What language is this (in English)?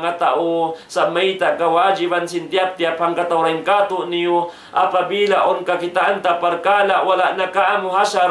Tausug